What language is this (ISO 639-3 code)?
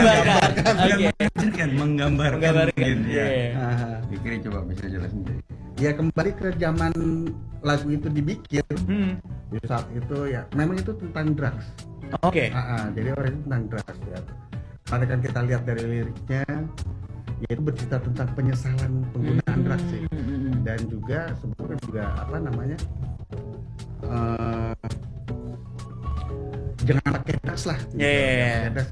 ind